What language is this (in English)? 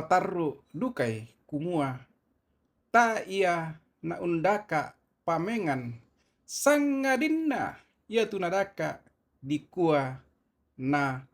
Toraja-Sa'dan